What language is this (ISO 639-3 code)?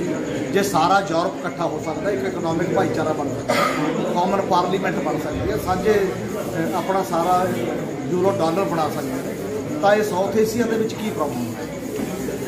pan